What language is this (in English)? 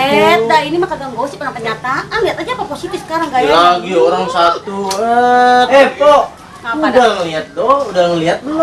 Betawi